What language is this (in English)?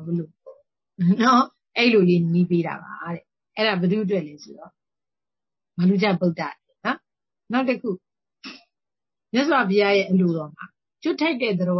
Burmese